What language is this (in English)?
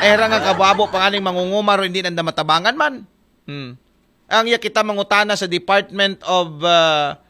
Aklanon